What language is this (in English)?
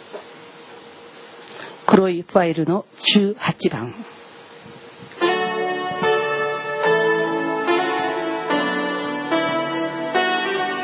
Japanese